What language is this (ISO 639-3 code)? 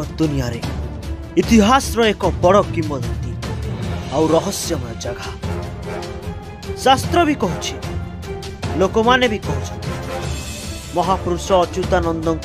ori